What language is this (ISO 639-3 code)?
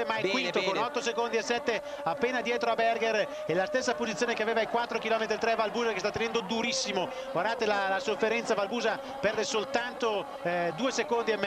ita